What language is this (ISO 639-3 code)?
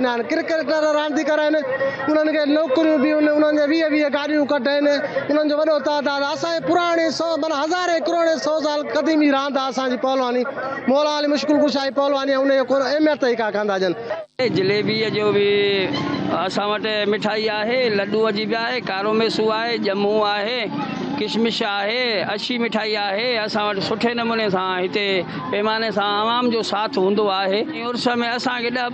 snd